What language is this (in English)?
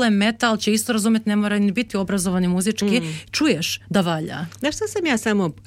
Serbian